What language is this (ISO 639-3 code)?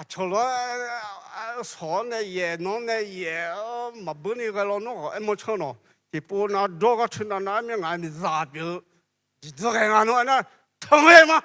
ahk